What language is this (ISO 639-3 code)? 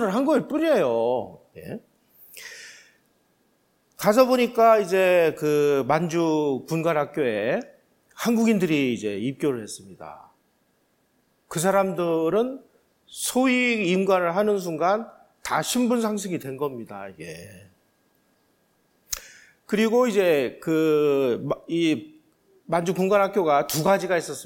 kor